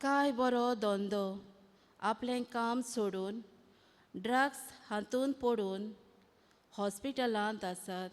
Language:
Konkani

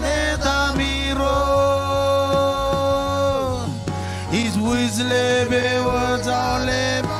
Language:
Marshallese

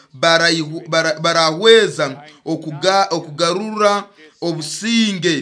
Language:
Nyoro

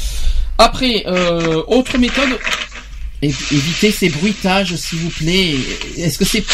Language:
French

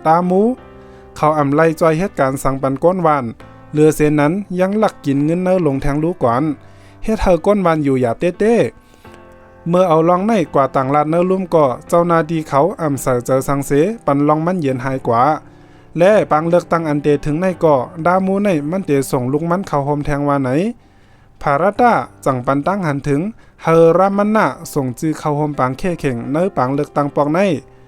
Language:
Shan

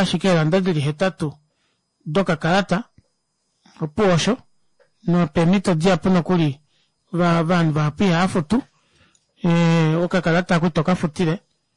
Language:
Kuanyama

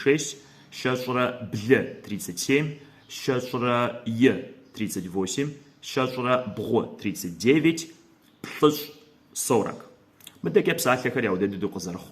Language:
Kabardian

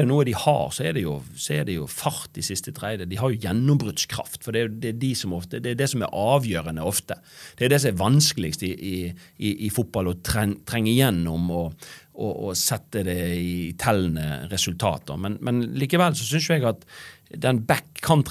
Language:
Norwegian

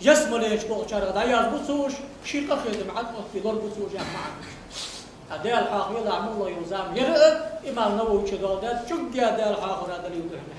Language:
Ingush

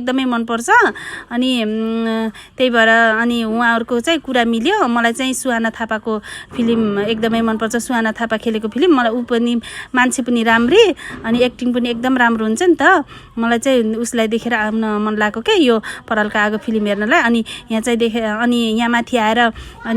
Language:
Nepali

